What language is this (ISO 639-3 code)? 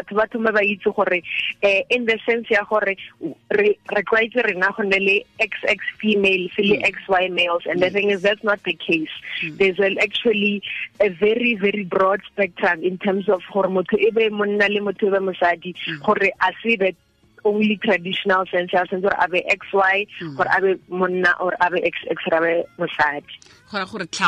tsn